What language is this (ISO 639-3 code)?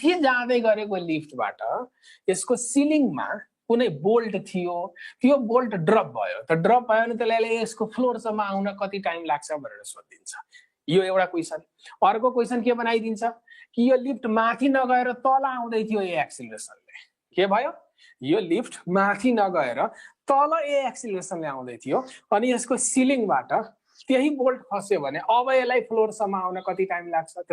nep